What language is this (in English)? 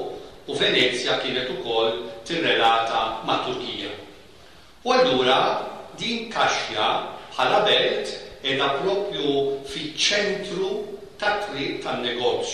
Maltese